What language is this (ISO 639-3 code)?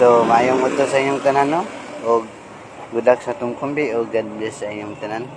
ceb